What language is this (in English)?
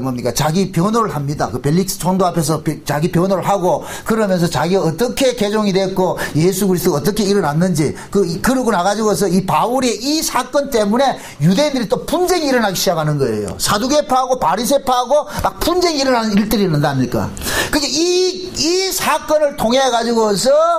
Korean